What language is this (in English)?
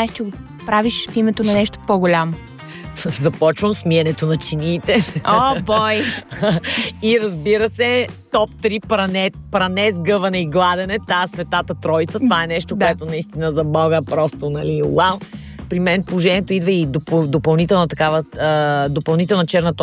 Bulgarian